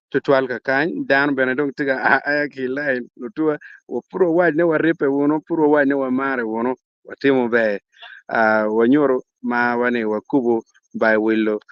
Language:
Acoli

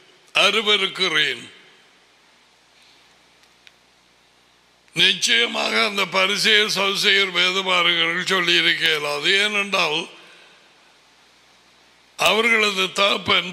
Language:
Tamil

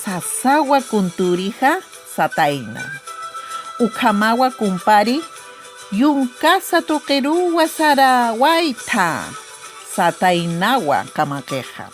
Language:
Aymara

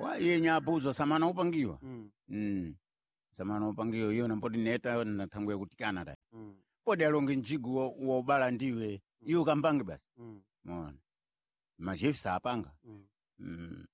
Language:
Sena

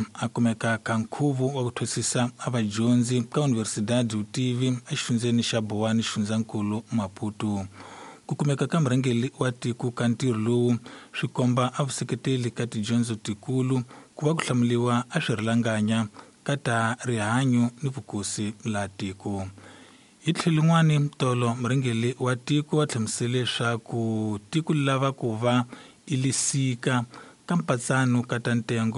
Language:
Tsonga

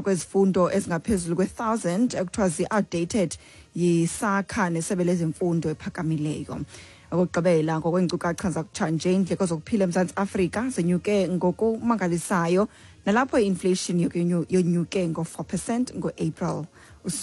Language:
Xhosa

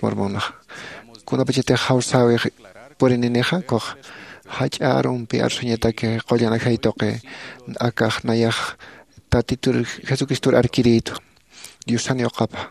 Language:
Aymara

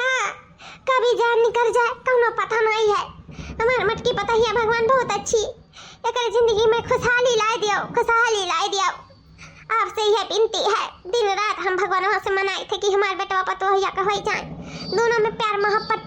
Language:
Awadhi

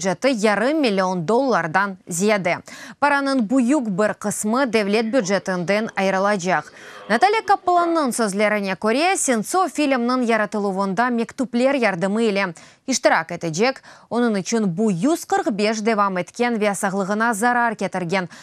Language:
Crimean Tatar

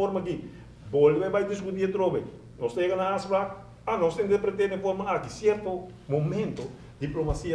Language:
Papiamento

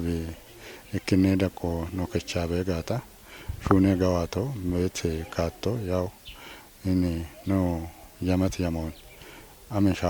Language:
Kafa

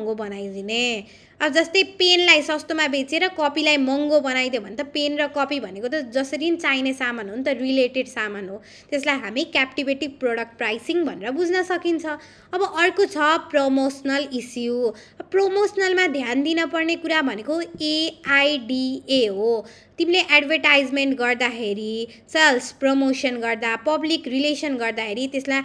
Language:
Nepali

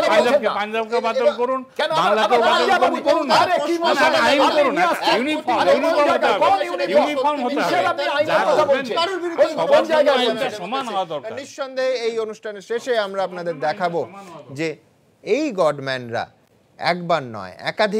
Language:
Bangla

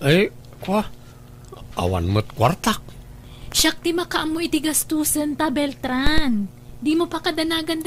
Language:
Iloko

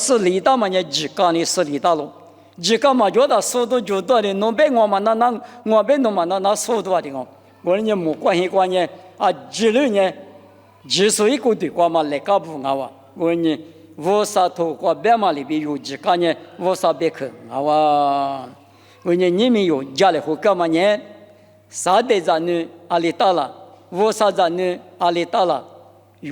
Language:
Lisu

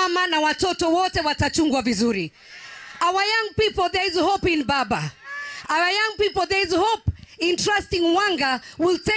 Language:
Gusii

